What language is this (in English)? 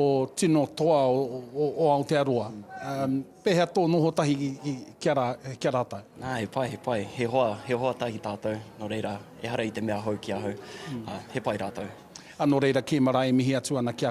Māori